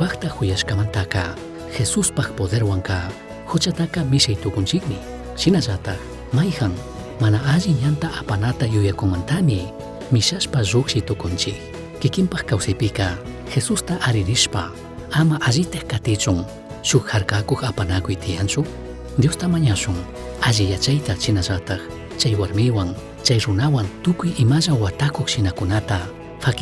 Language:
Chimborazo Highland Quichua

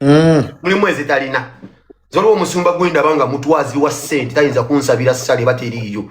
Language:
Ganda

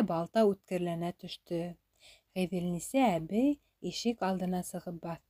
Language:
Bashkir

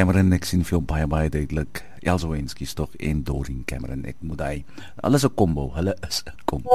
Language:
Afrikaans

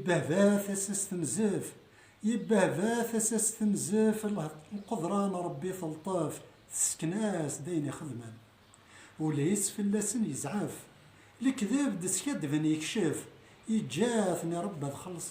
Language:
Kabyle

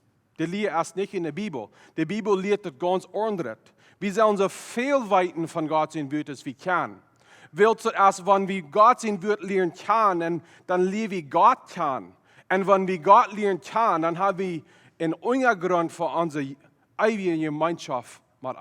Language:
Plautdietsch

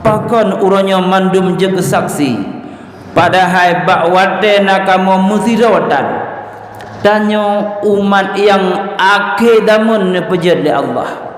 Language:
Achinese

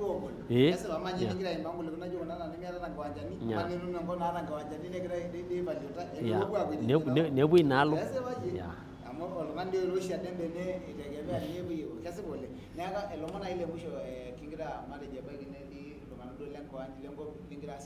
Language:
Masai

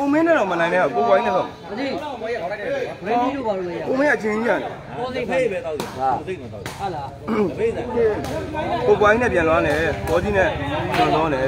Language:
Burmese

